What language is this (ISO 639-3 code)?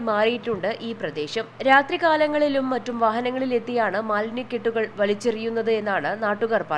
mal